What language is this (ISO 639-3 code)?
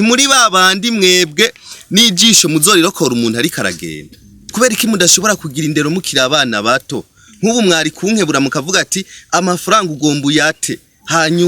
run